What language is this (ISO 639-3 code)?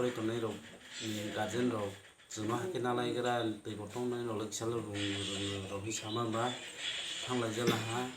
trp